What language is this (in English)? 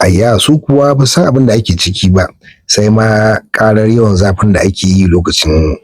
Hausa